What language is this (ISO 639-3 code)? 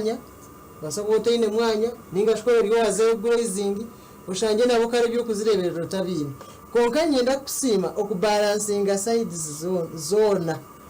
nyn